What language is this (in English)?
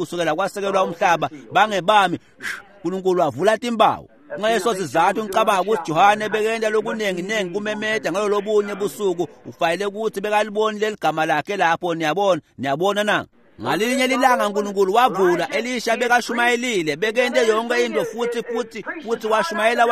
Swati